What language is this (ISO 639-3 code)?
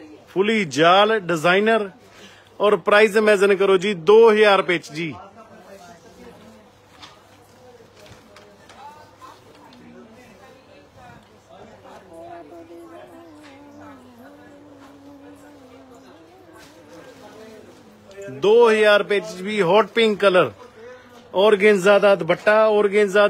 pan